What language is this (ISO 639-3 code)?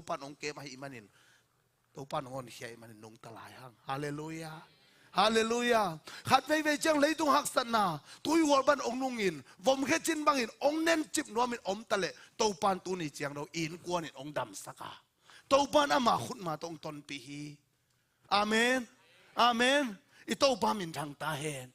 ctd